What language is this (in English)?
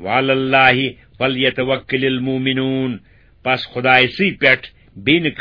Kashmiri